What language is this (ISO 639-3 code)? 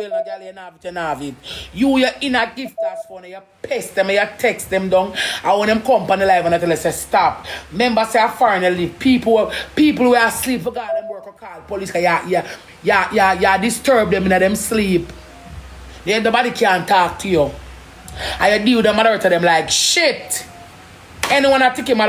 jam